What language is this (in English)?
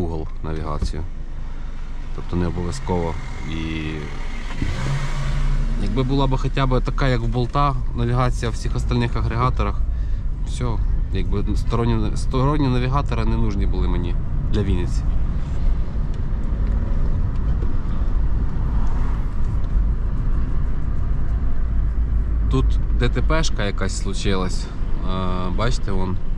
Ukrainian